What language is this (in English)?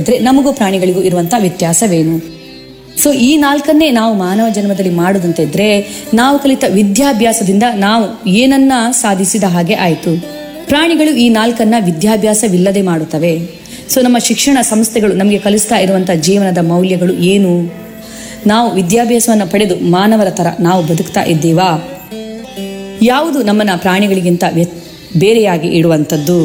Kannada